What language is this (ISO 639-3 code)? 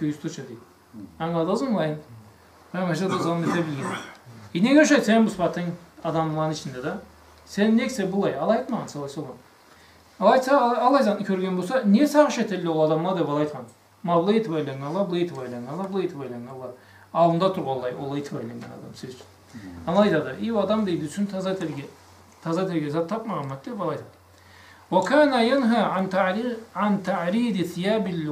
krc